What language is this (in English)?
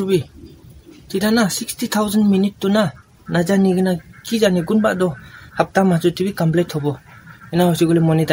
Naga Pidgin